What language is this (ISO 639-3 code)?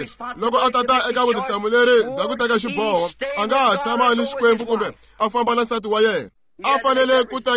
tso